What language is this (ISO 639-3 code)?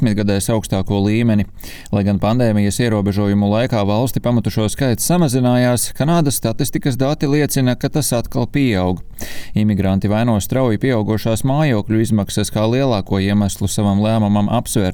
lav